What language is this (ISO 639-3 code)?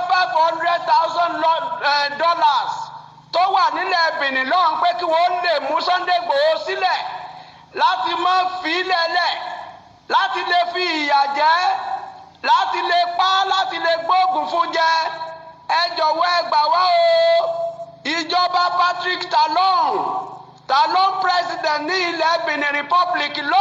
yor